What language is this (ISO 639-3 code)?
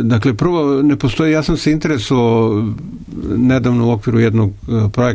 srp